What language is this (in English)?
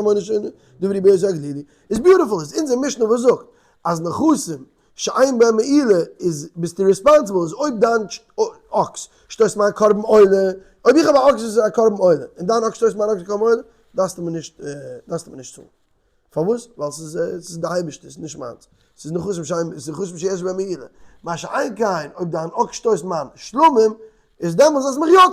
Yiddish